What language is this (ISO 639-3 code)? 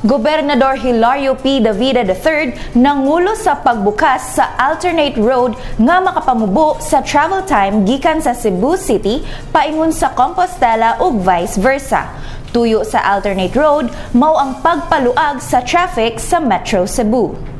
ceb